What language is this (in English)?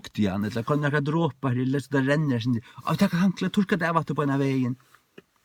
Faroese